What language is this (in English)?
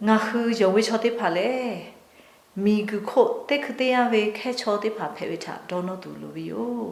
Lahu